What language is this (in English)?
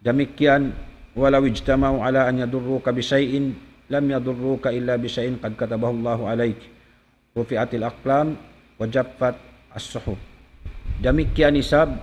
Tausug